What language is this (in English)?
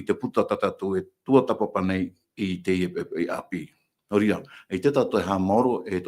Tahitian